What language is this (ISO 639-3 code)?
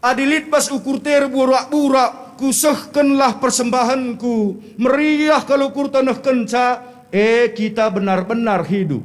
btx